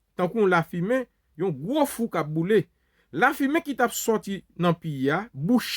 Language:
Haitian Creole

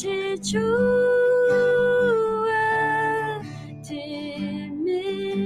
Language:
Akha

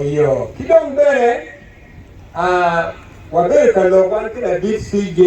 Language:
Acoli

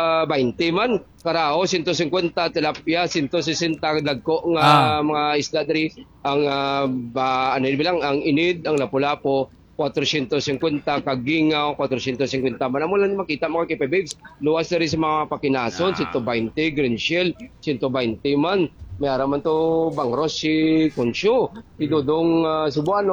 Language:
Hiligaynon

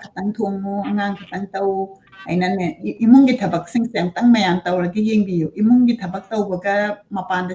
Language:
Manipuri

